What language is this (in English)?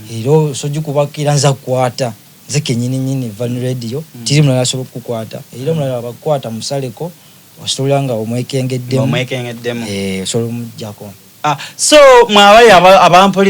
Soga